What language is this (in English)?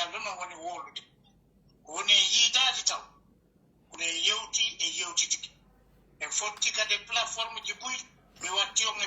Pular